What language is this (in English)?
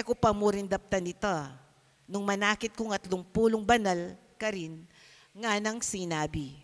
Pampanga